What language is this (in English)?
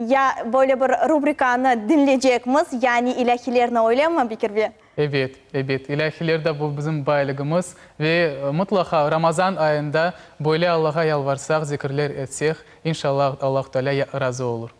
Crimean Tatar